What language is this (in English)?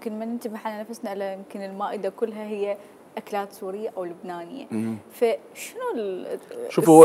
Mesopotamian Arabic